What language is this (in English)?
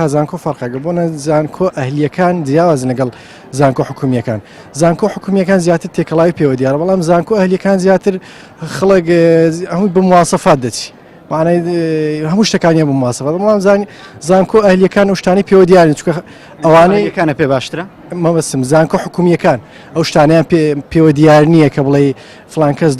Central Kurdish